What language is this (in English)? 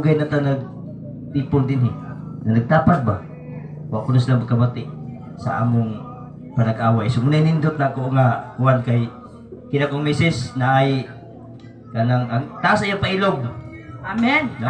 Cebuano